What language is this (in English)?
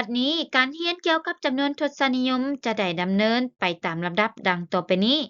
Lao